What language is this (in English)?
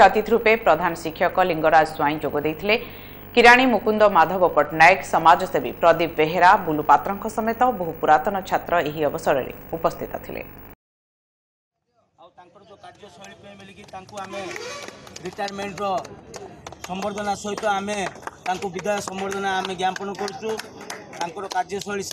Odia